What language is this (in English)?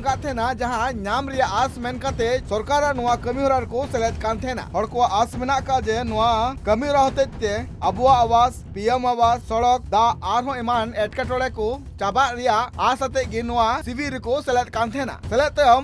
Santali